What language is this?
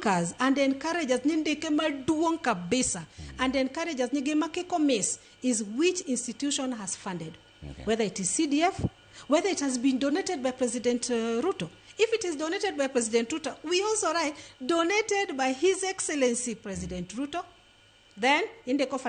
Luo (Kenya and Tanzania)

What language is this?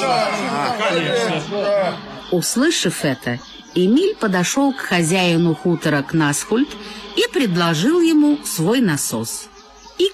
Russian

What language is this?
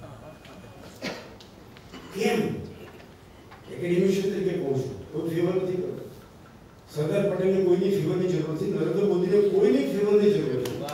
Gujarati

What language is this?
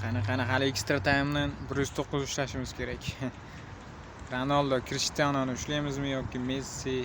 Uzbek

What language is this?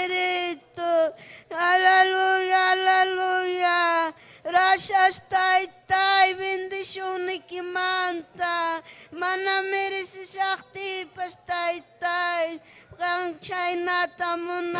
Ayacucho Quechua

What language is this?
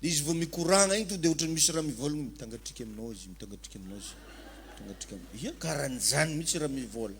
Malagasy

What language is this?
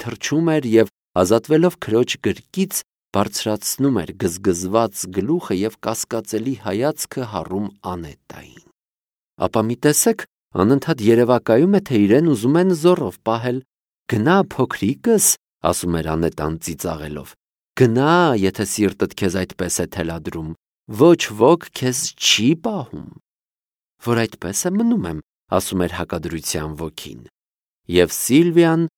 Armenian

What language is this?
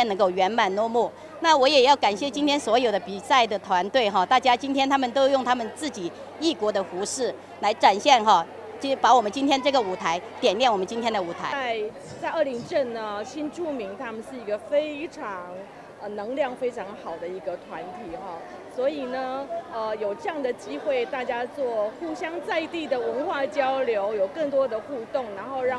Chinese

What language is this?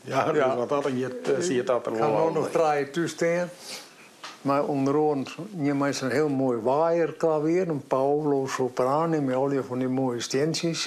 Western Frisian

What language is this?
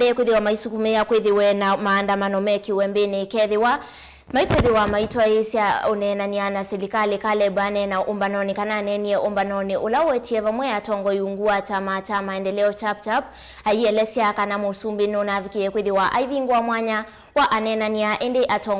Kamba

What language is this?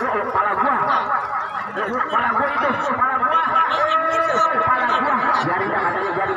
Betawi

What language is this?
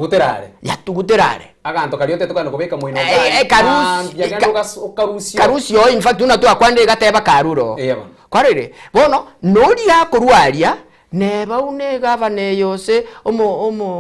Gusii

